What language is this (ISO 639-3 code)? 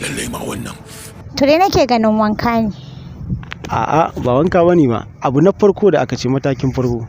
hau